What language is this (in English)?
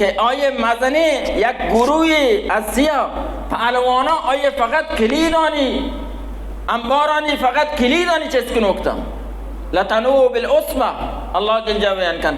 Baluchi